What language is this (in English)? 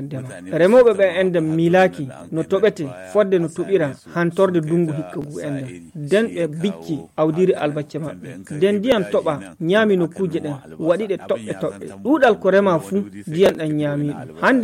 Nigerian Fulfulde